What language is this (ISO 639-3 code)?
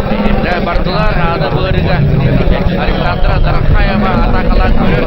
sah